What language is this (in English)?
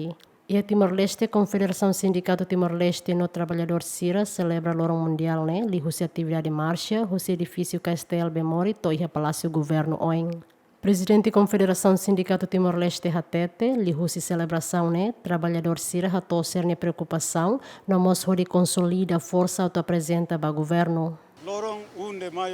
Tetum